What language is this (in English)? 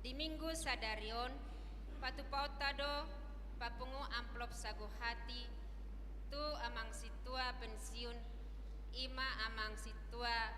Batak Toba